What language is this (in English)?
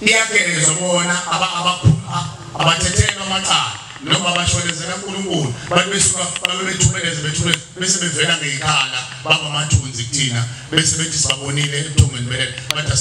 Zulu